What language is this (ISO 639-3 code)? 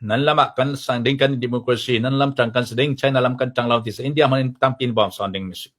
cfm